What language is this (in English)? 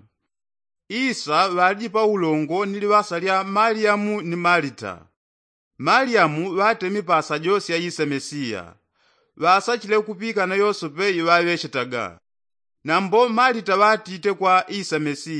Yao